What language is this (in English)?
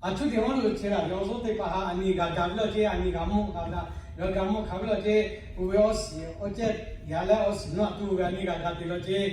Lahu